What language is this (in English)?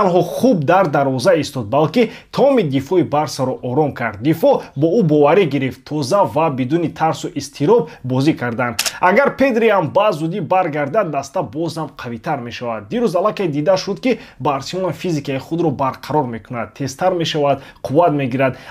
Tajik